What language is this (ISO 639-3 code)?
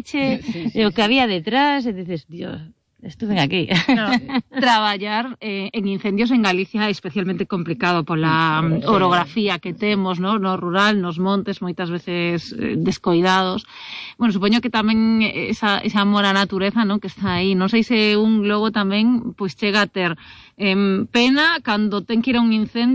glg